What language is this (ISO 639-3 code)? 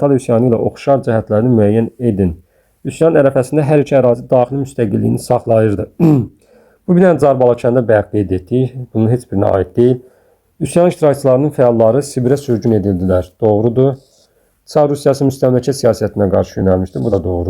aze